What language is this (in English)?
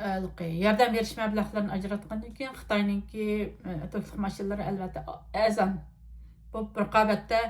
Uyghur